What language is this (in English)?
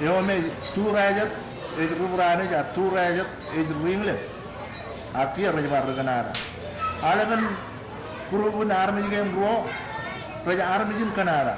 Marshallese